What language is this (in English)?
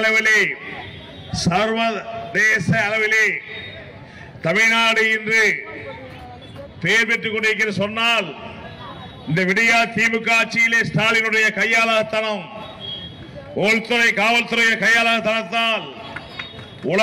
Tamil